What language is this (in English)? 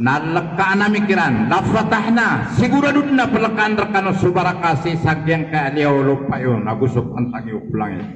Maranao